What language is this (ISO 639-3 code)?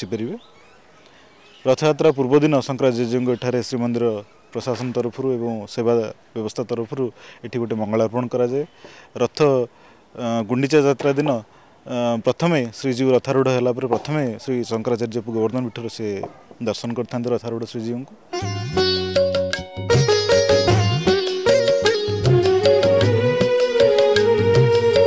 ori